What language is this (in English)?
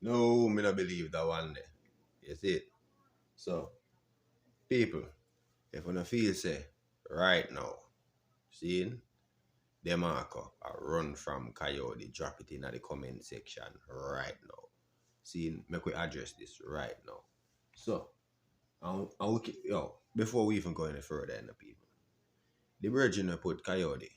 Jamaican Creole English